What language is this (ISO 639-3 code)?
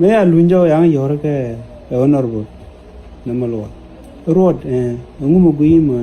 nus